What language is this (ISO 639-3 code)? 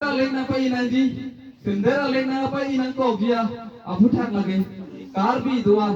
mjw